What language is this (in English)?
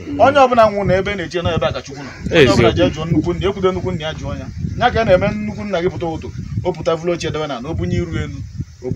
Igbo